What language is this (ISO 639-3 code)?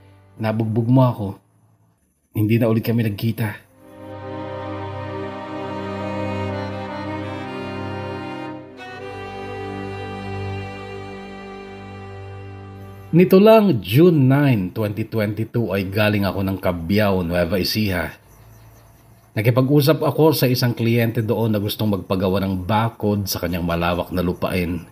fil